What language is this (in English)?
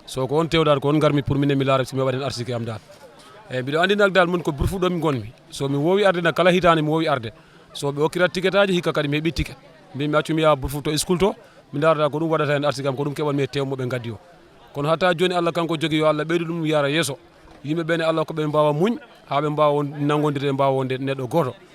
Fula